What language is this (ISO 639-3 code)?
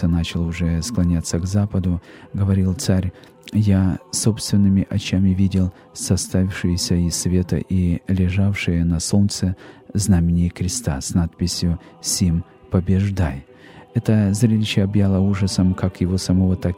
rus